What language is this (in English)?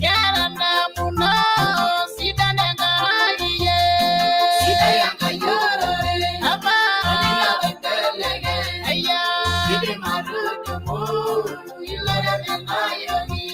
Masai